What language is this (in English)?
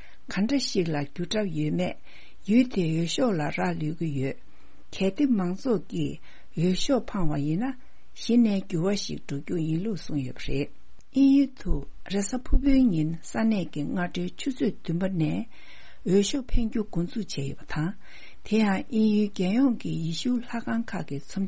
Tibetan